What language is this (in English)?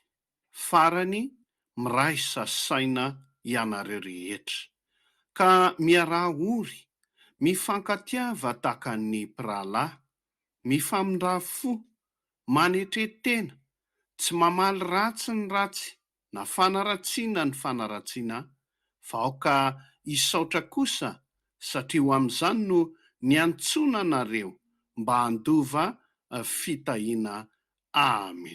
Malagasy